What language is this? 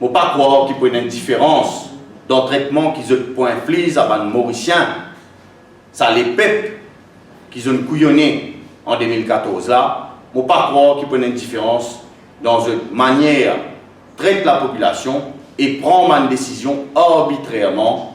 Morisyen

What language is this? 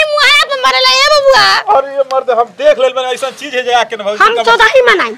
Bhojpuri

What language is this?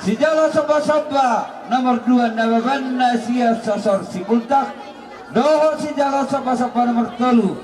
Batak Toba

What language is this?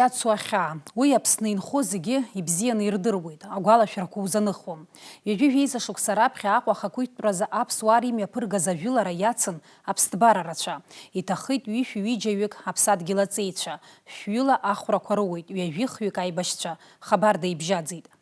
Abkhazian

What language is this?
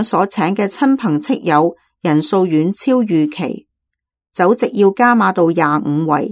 Cantonese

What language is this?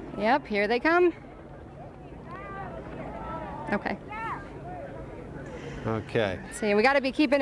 English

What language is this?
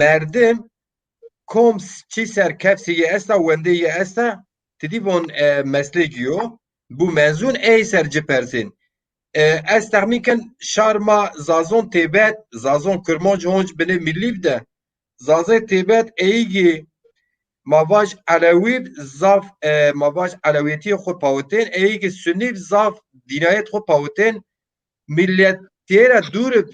Zaza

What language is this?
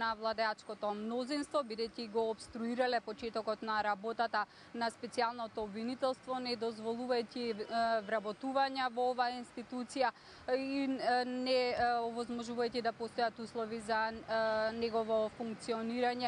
Macedonian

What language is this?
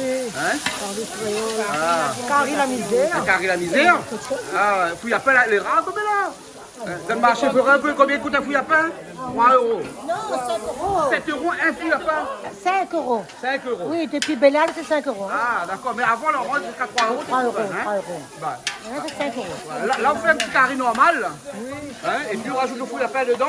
Réunion Creole French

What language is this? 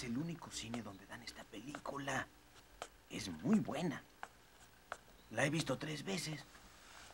Spanish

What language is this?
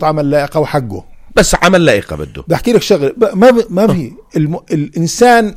North Levantine Arabic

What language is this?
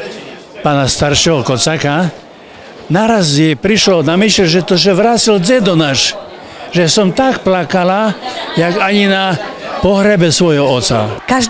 Slovak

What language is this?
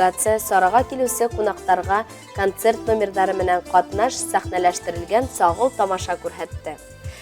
Bashkir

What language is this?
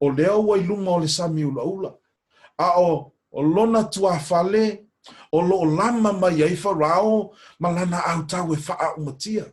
Samoan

